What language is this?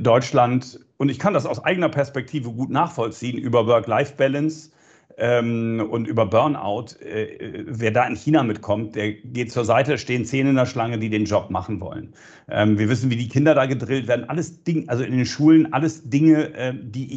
German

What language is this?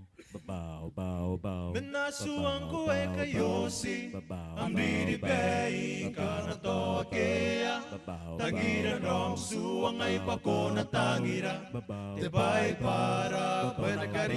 Gilbertese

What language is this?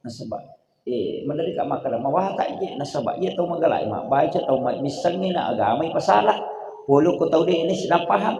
Buginese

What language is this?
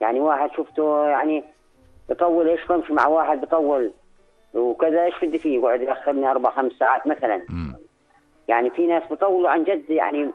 North Levantine Arabic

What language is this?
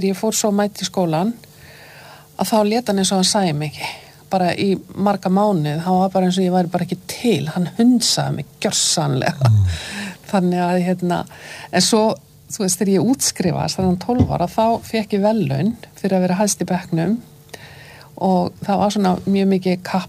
Icelandic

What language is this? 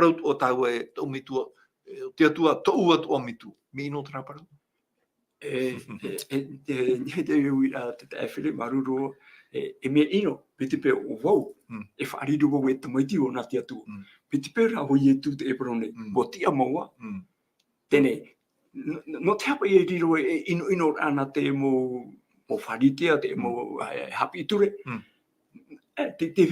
Tahitian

